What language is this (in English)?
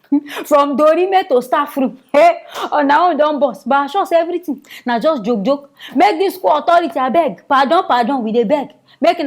Nigerian Pidgin